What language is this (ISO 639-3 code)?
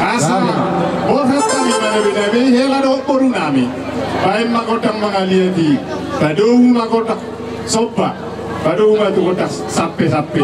bbc